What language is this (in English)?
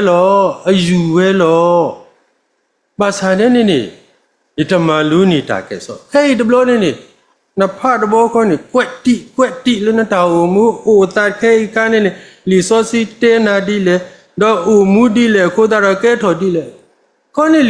S'gaw Karen